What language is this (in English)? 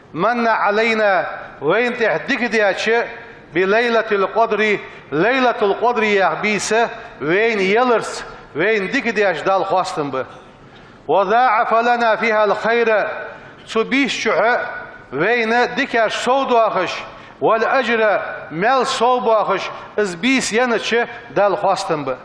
Ingush